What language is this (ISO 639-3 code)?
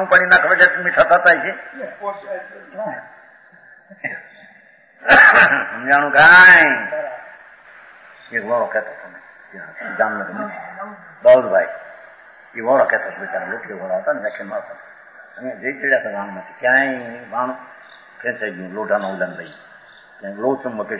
guj